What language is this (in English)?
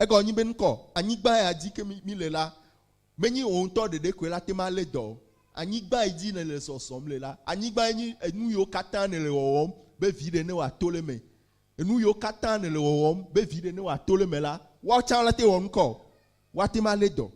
Ewe